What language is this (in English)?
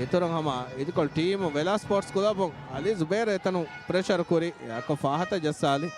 Divehi